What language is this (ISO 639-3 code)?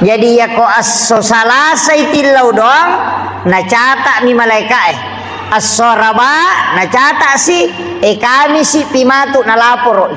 bug